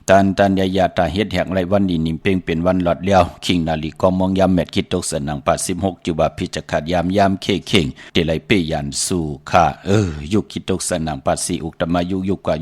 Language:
Shan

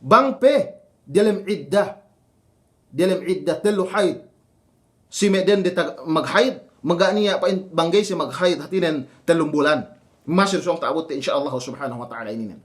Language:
Yakan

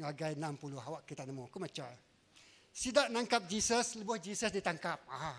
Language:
Iban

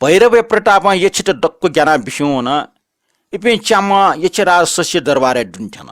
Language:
Newari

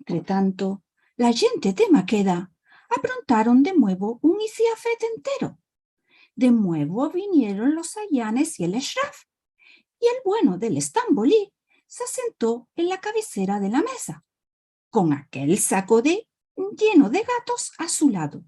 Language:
Ladino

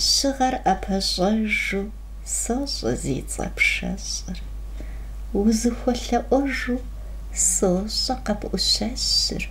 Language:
Kabardian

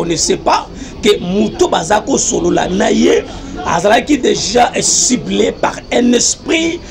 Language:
Lingala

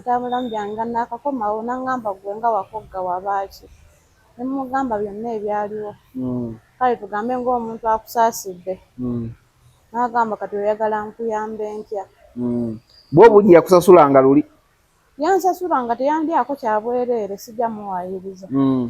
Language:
Ganda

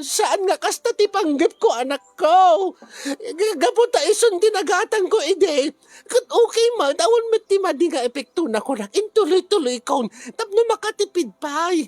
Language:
Iloko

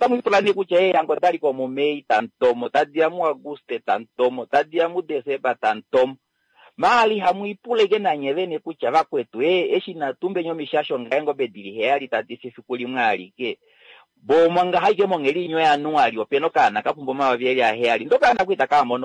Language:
Kuanyama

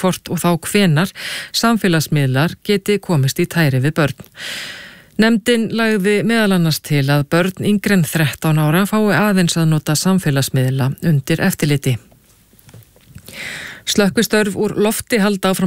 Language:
Icelandic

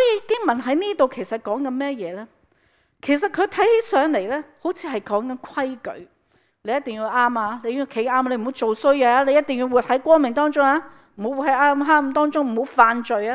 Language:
Cantonese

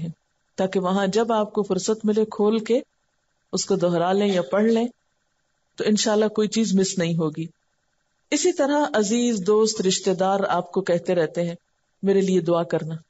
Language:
Urdu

